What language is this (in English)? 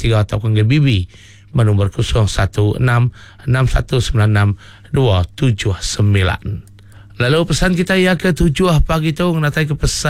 Iban